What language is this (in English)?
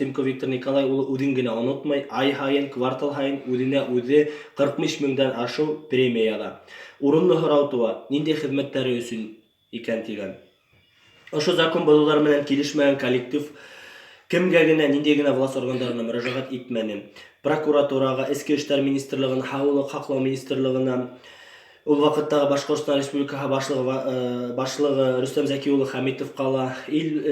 Bashkir